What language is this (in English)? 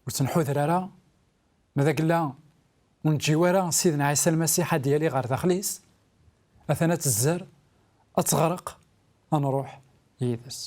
Kabyle